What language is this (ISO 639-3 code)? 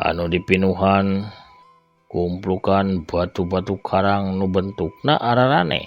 sun